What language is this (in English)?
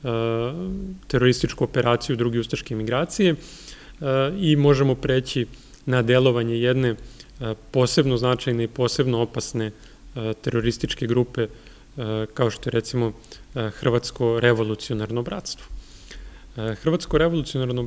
Serbian